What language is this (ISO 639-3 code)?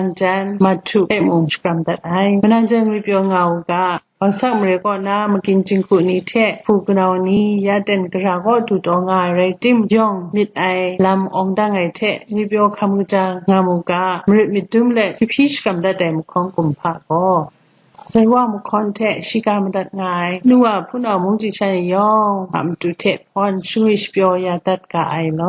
kac